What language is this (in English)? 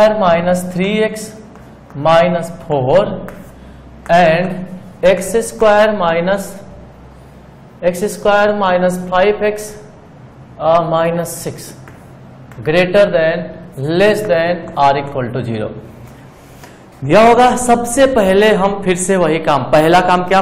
Hindi